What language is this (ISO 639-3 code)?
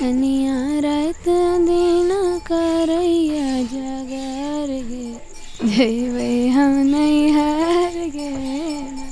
mai